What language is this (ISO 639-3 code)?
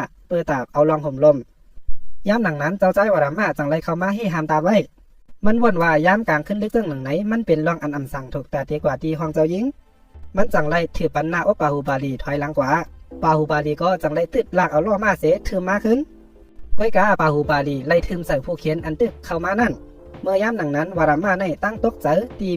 shn